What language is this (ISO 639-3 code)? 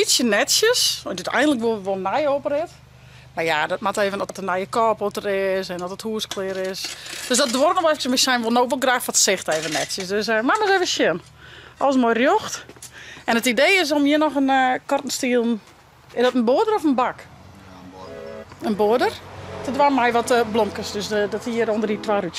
fry